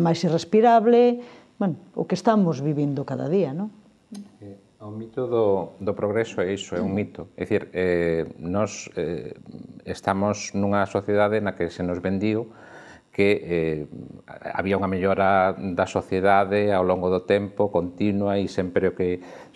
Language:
Galician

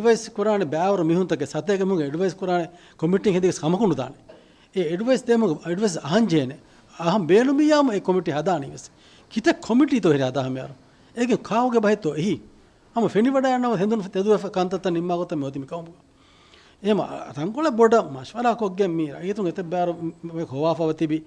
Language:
Divehi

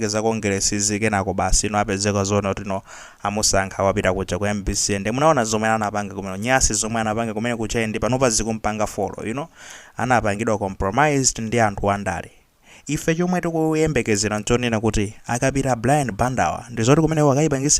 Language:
Nyanja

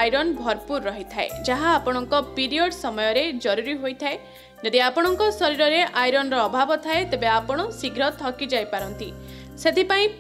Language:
Odia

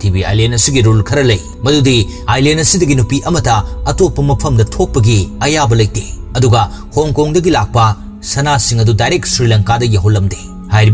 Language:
Manipuri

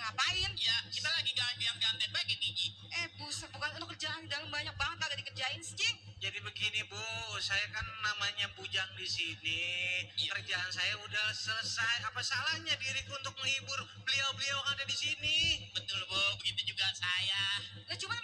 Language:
Betawi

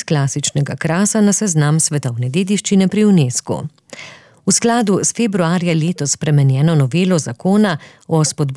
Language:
Slovenian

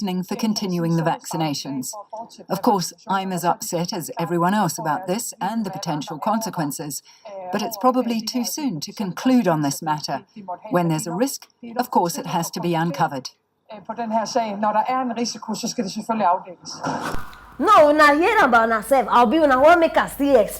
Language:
Nigerian Pidgin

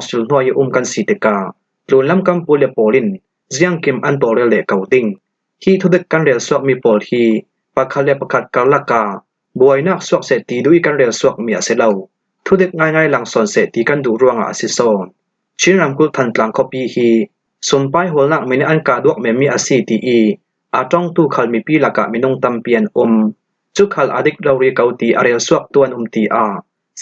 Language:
Falam Chin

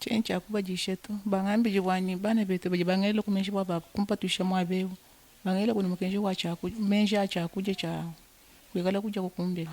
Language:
Luba-Lulua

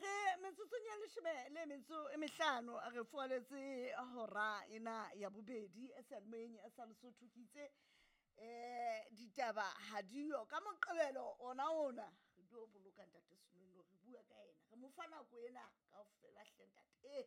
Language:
Southern Sotho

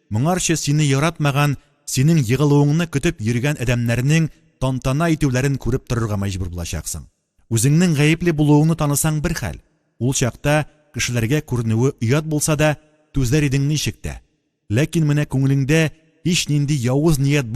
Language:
Tatar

